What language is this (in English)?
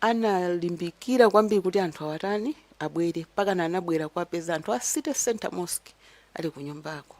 Nyanja